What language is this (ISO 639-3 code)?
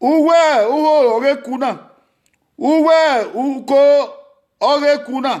bin